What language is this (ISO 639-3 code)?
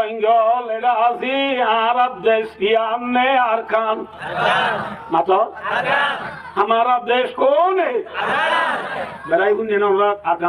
rhg